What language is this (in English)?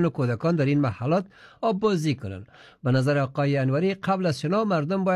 Persian